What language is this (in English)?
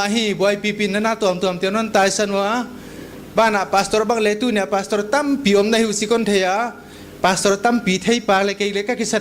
Paite Chin